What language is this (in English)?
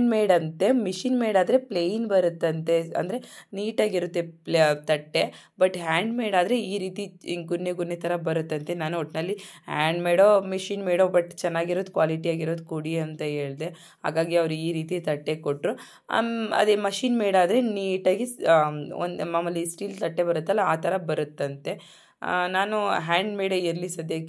Kannada